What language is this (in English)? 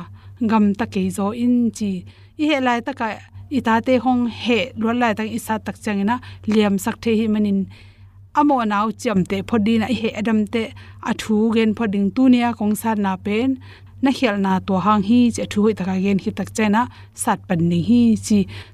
Tedim Chin